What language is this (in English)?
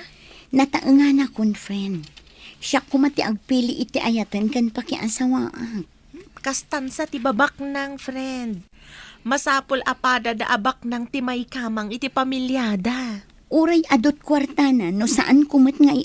Iloko